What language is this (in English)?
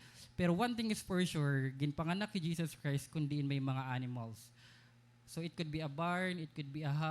Waray